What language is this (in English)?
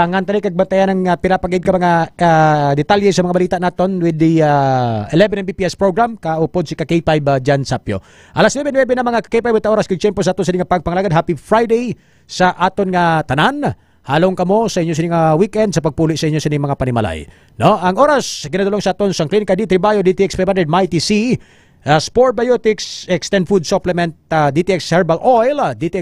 Hiligaynon